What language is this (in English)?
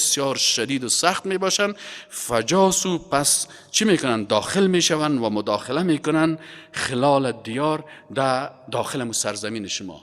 Persian